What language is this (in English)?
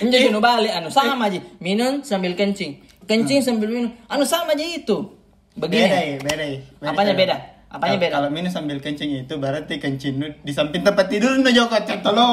Makassar Malay